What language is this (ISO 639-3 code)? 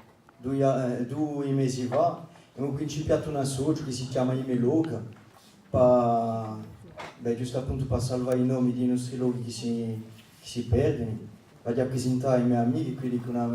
cos